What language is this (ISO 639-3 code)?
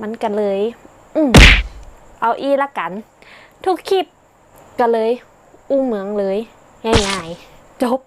nod